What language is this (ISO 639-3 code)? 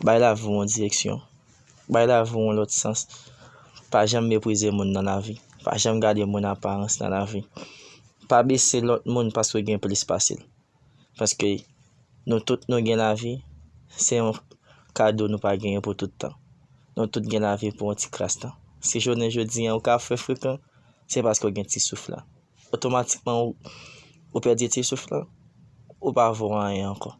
hat